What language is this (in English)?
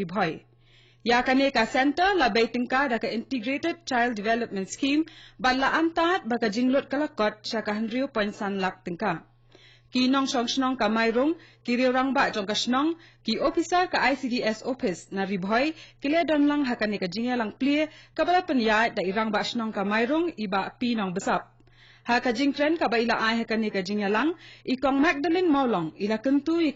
Khasi